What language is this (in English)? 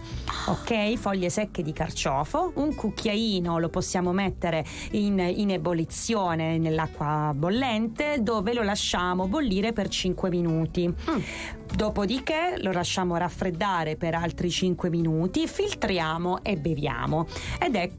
Italian